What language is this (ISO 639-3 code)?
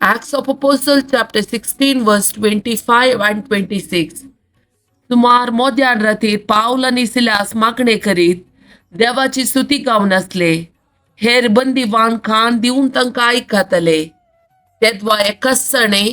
kok